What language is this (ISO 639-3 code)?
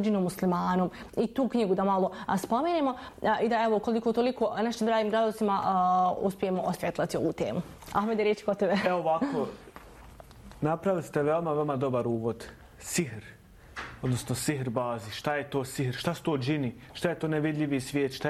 bos